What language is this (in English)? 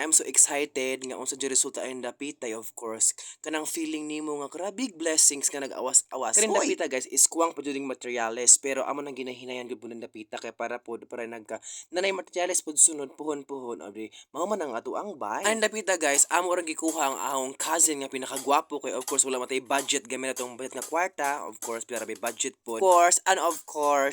Cebuano